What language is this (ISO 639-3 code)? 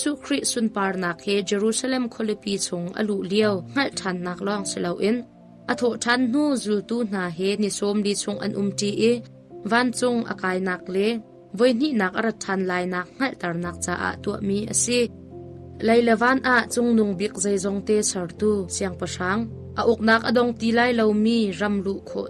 cnh